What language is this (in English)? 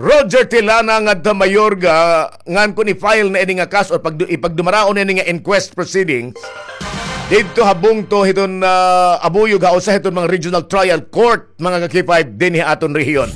Waray